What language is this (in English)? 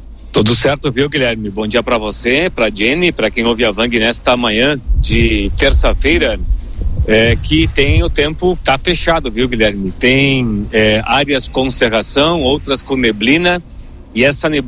Portuguese